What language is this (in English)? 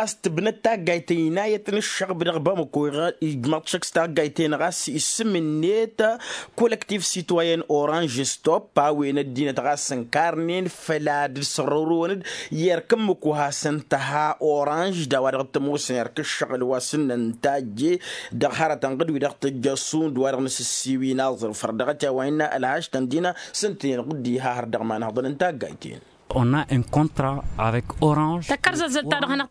Tamasheq